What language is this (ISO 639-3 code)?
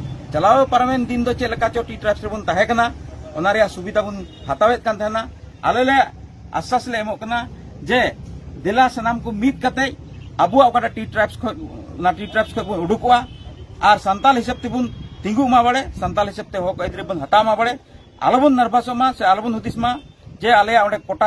sat